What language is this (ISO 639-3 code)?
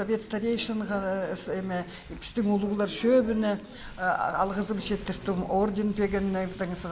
kjh